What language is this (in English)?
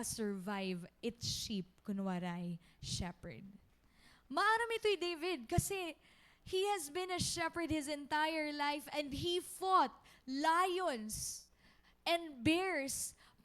Waray